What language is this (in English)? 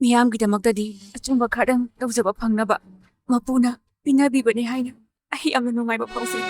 Manipuri